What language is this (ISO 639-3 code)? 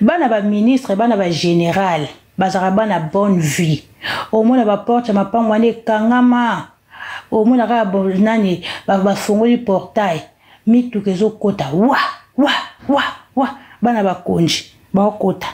lin